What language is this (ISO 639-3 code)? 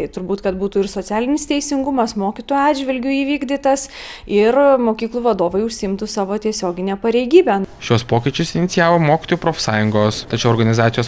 lit